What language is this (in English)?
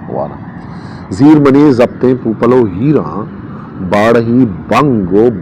Eastern Balochi